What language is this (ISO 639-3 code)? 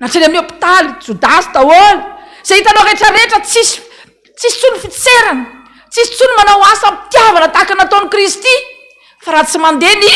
mlg